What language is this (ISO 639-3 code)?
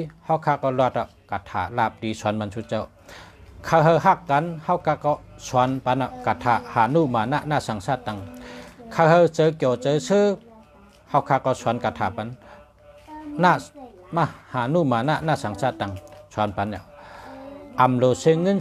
shn